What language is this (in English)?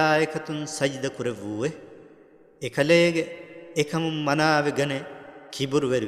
Divehi